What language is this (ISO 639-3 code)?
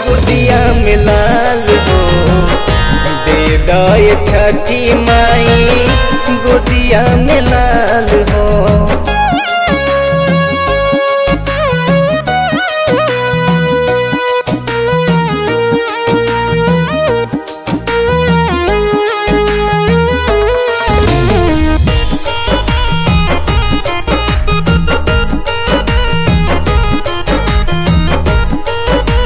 bho